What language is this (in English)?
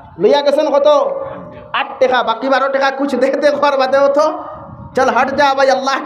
Sylheti